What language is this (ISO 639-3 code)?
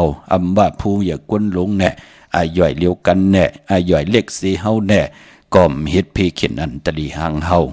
shn